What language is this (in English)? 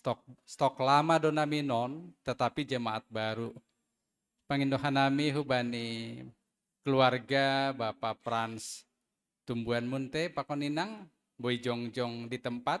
Batak Simalungun